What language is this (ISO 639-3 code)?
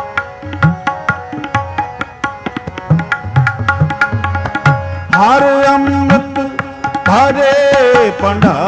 pan